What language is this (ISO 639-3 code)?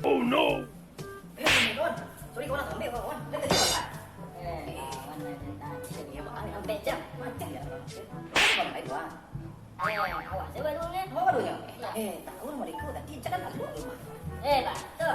min